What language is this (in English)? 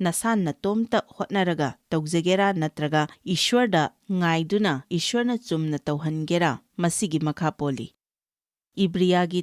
Manipuri